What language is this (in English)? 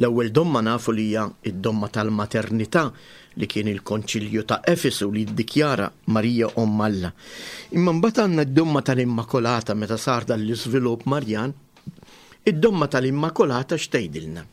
Maltese